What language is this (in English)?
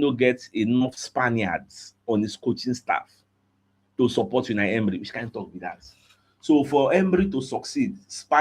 Nigerian Pidgin